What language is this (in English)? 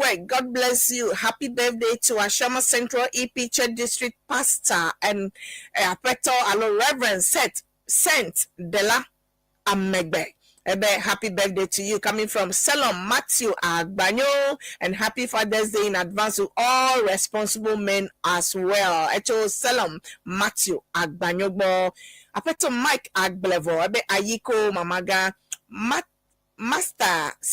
Ewe